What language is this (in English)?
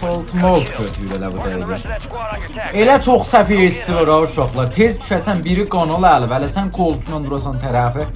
South Azerbaijani